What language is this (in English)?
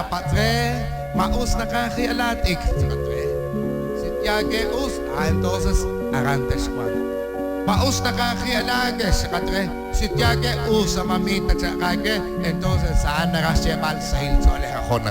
Kekchí